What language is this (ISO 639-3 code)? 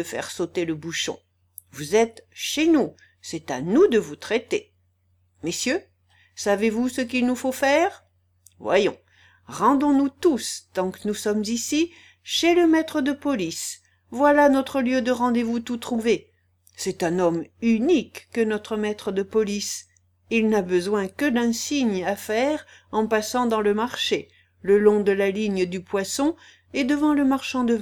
fra